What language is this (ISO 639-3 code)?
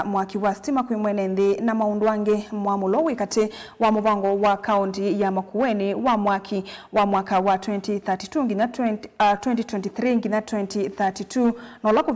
kam